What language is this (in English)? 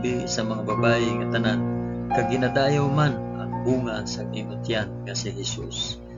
Hiligaynon